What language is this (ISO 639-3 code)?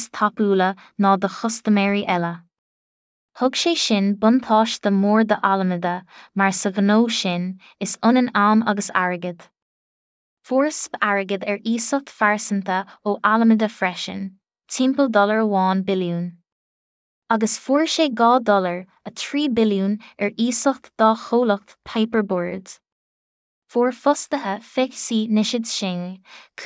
gle